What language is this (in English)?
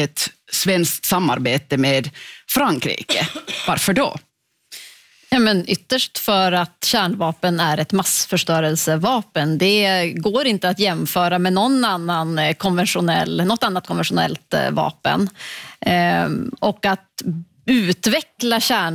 Swedish